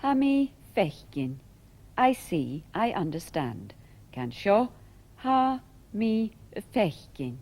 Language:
Scottish Gaelic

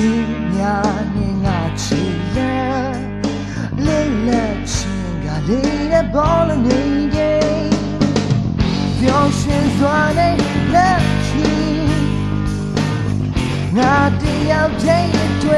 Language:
Burmese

